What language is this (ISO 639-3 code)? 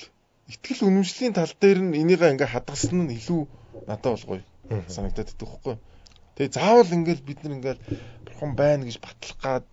mon